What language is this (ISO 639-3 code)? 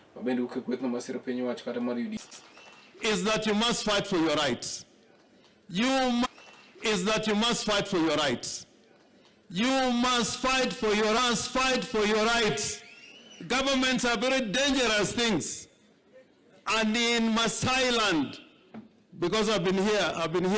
luo